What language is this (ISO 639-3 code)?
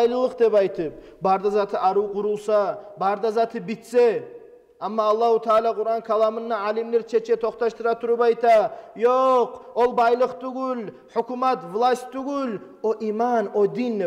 kum